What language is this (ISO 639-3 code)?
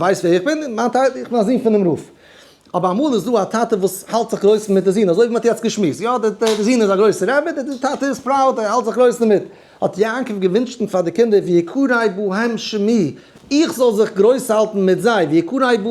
yid